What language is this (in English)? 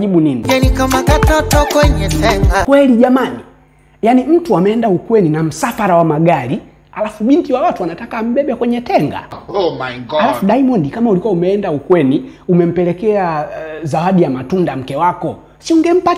Swahili